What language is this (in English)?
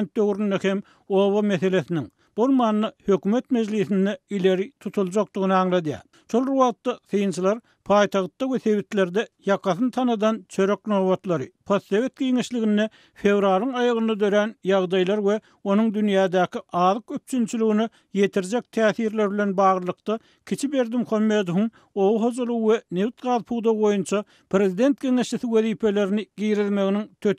Turkmen